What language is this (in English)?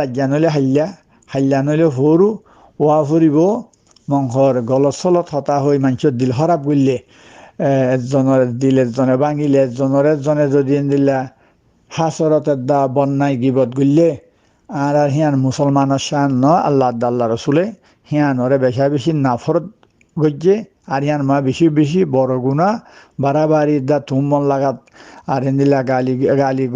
Rohingya